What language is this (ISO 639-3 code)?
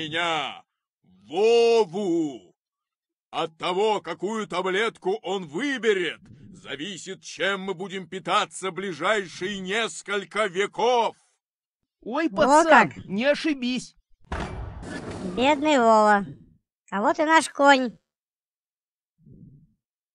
rus